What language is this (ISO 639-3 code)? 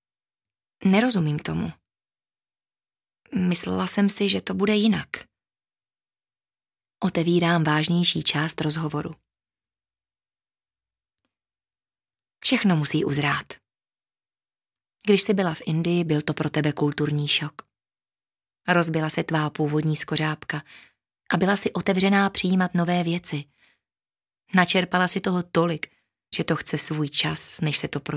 ces